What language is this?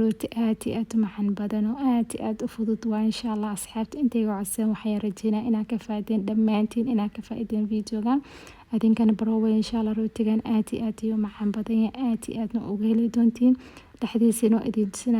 Somali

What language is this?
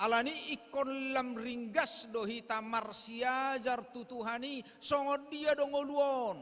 Batak Toba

